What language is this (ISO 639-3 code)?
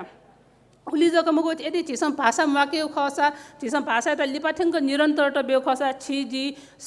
new